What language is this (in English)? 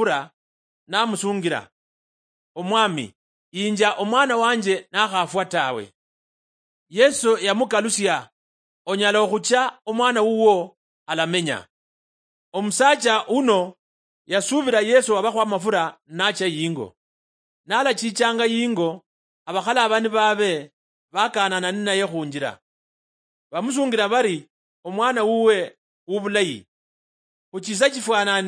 Luyia